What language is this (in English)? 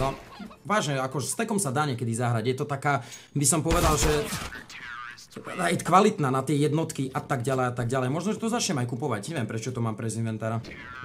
Slovak